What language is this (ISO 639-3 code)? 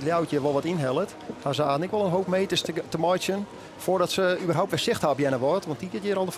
fry